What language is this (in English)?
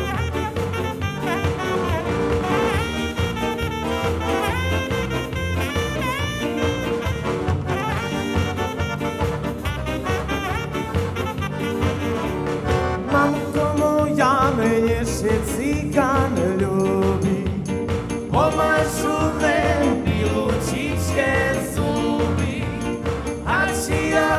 Slovak